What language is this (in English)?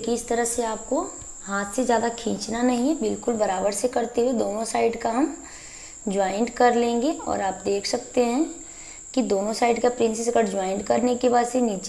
Hindi